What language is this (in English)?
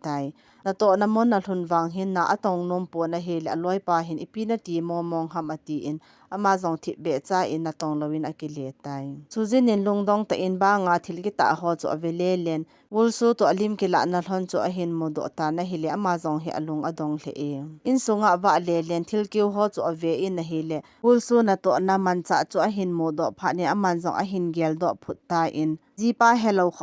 Thado Chin